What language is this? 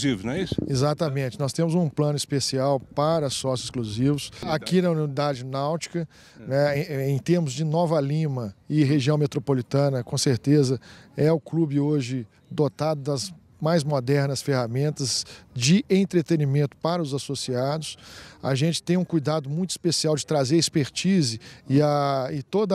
Portuguese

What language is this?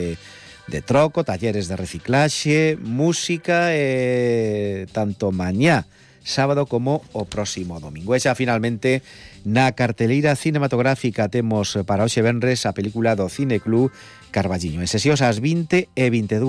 Galician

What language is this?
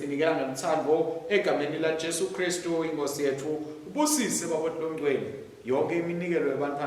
Swati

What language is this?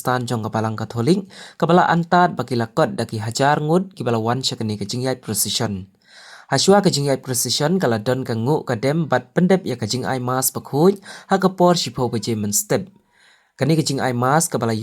Khasi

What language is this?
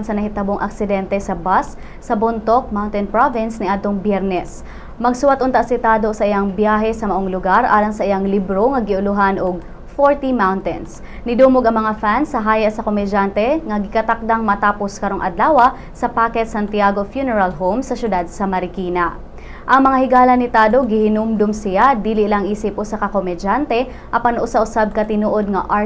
Cebuano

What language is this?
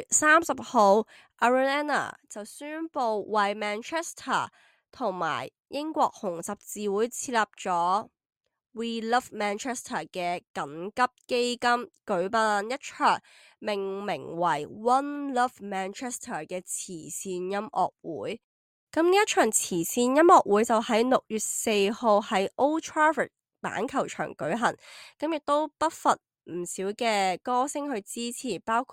Cantonese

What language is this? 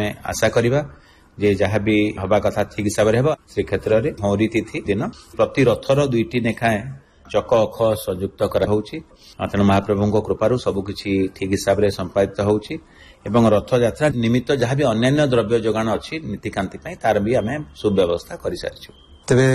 Odia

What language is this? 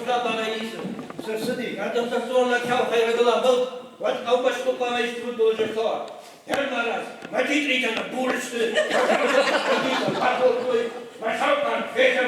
Ossetic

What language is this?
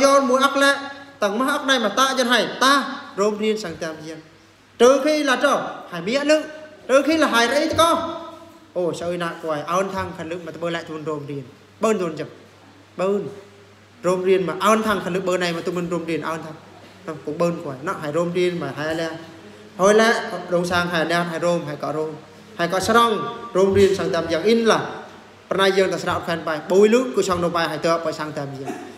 Eastern Bru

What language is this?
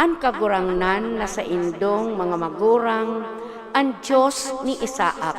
Bikol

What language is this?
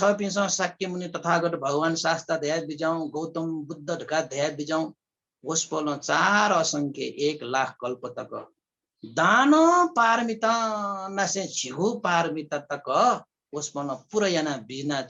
Newari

